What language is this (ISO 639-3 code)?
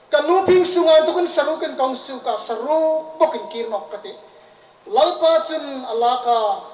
hmr